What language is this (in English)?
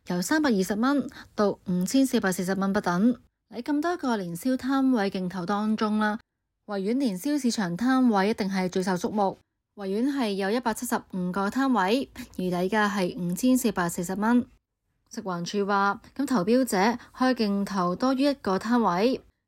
Cantonese